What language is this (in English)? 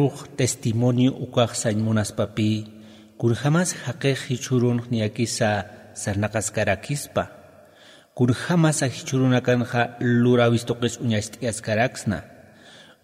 Aymara